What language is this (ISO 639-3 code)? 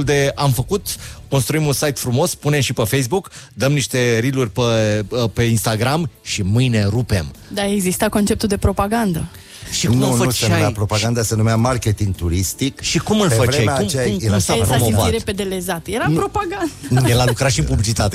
ron